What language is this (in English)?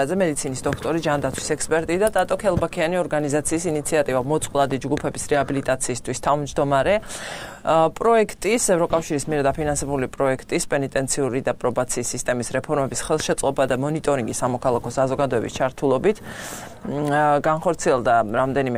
Georgian